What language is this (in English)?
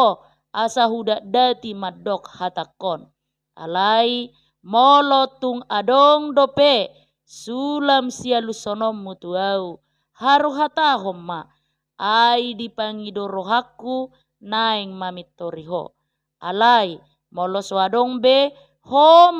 Batak Toba